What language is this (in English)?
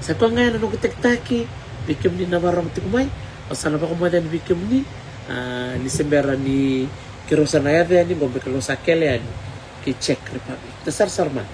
Fijian